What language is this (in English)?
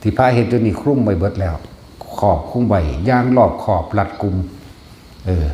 Northeastern Thai